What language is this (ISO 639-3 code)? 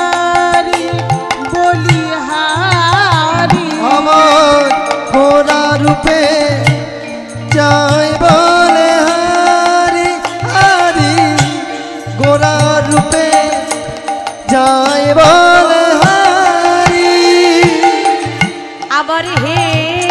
ben